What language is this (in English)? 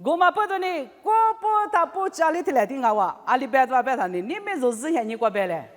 Lisu